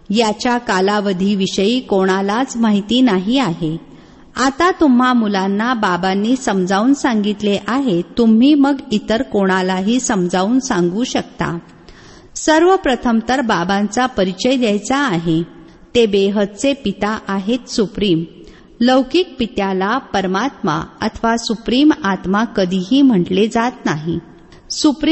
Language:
Marathi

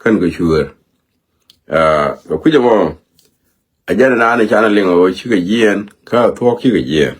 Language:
Nuer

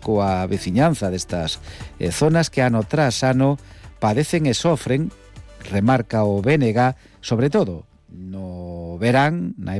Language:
Galician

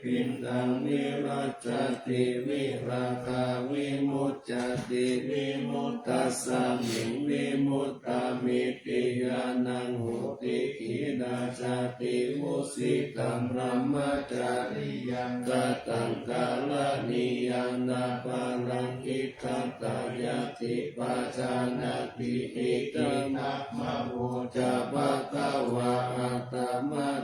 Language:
Pali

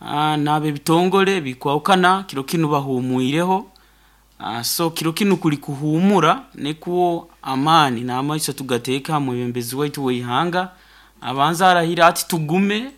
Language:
Nyoro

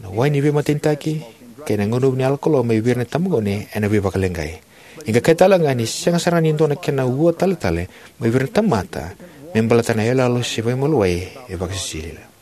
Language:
Fijian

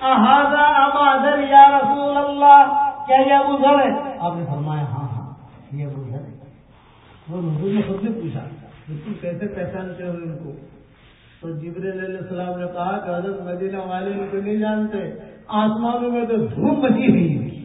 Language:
Urdu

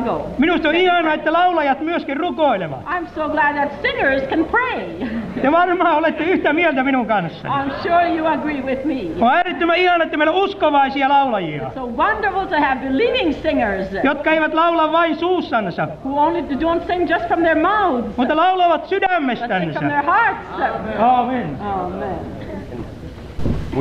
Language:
Finnish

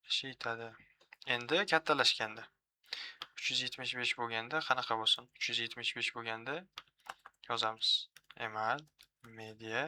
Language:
Uzbek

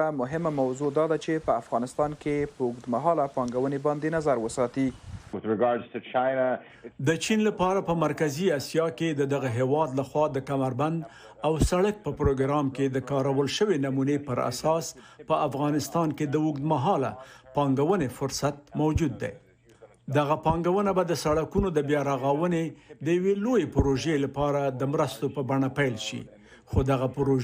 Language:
Pashto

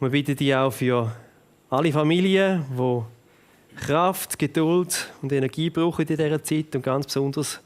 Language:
Swiss German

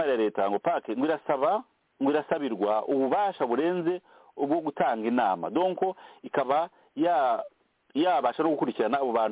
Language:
Kinyarwanda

